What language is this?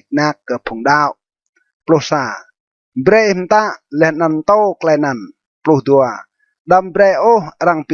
Rade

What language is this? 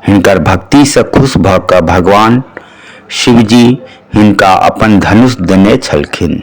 Maithili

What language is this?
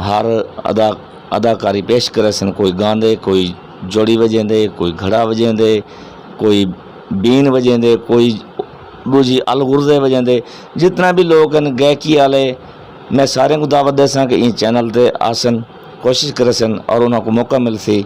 Saraiki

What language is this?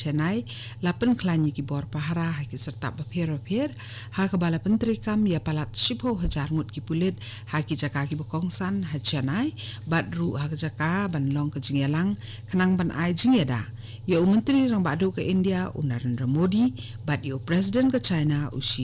Khasi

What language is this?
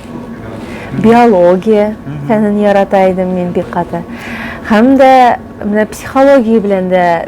Tatar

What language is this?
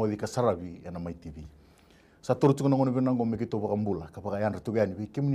Fijian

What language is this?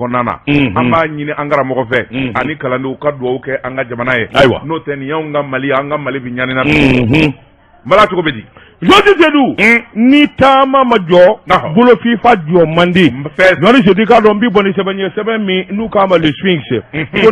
Bambara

